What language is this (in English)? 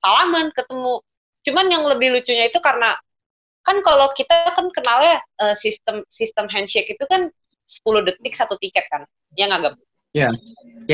Indonesian